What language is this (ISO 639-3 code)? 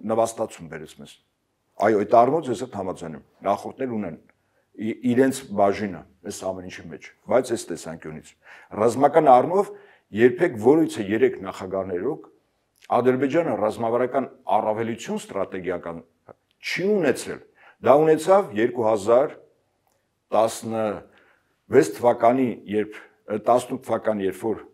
hye